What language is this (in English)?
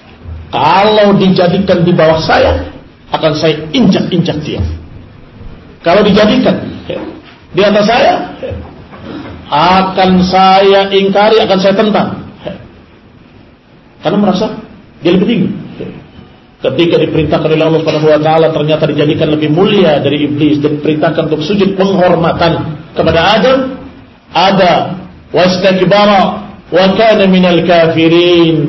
Indonesian